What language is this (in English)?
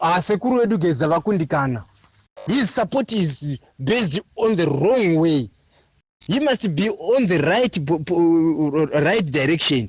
Shona